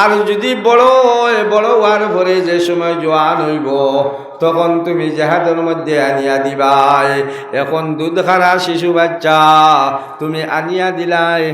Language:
Sylheti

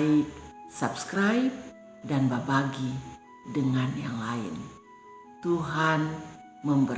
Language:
Kupang Malay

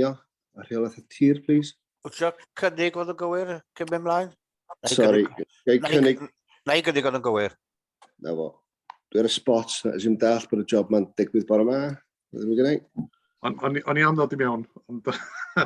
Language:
Welsh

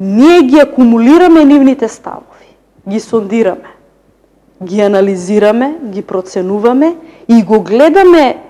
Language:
Macedonian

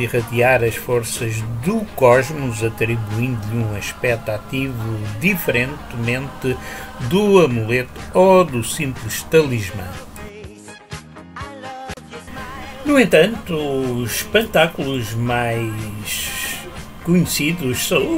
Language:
Portuguese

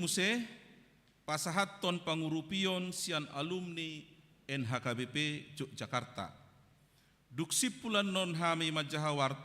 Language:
Batak Toba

